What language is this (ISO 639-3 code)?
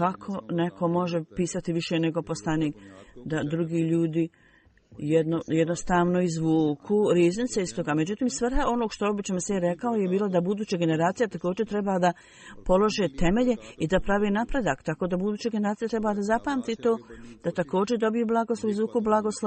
bos